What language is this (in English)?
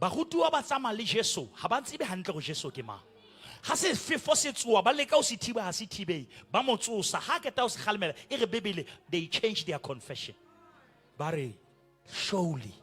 Southern Sotho